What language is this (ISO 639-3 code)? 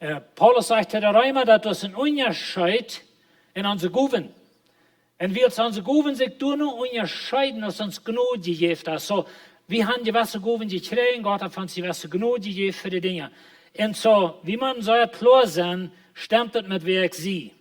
pdt